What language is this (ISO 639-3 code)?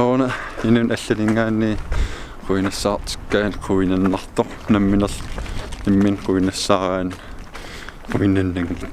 kal